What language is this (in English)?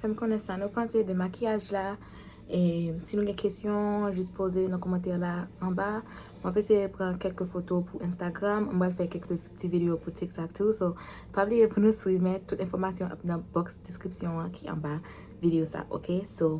Haitian Creole